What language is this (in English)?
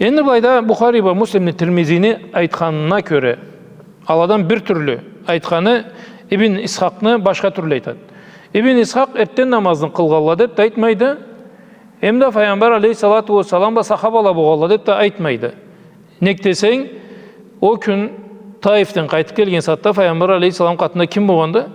Karachay-Balkar